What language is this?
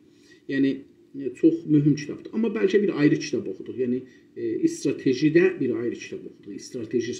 South Azerbaijani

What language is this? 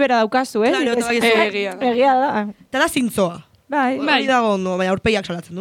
Basque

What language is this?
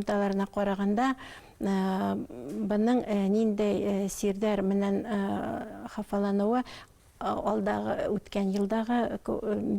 Bashkir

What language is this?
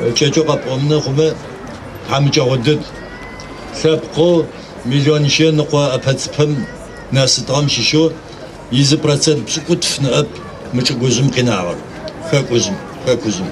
Adyghe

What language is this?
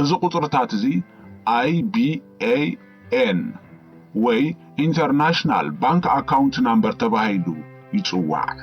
Tigrinya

